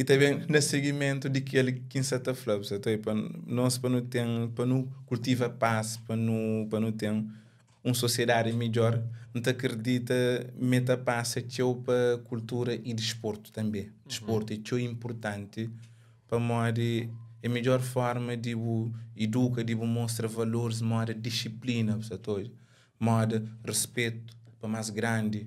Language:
Kabuverdianu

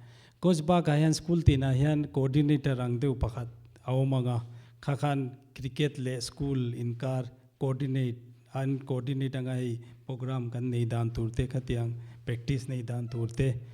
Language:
Mizo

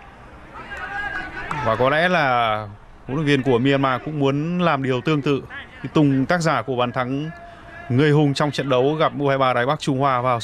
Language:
Vietnamese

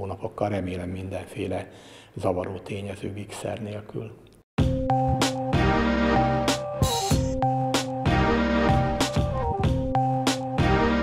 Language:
Hungarian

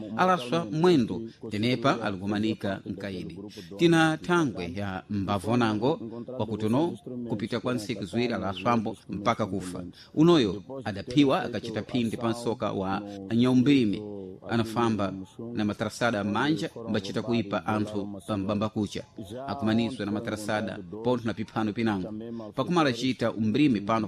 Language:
Sena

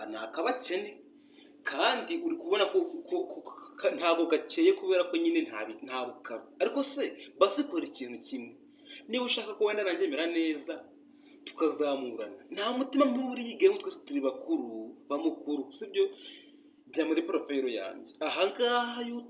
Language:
Kinyarwanda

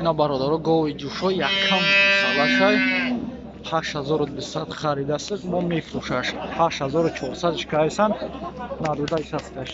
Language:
Tajik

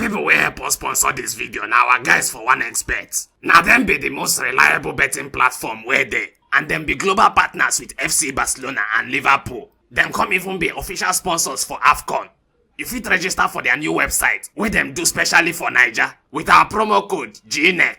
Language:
Nigerian Pidgin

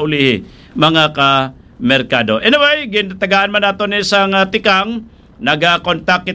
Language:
Hiligaynon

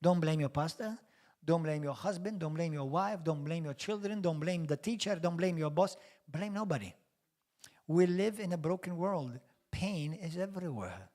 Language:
English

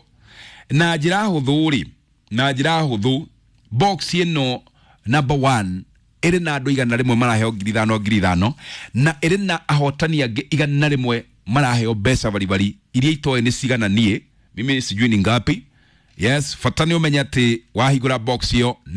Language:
Kikuyu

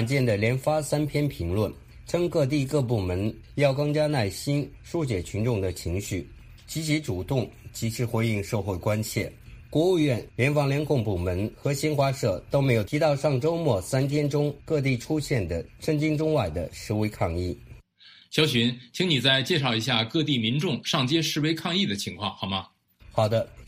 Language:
Chinese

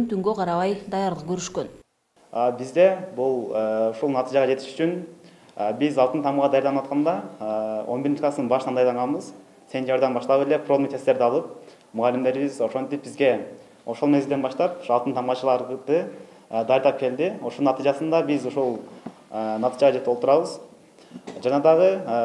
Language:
Kyrgyz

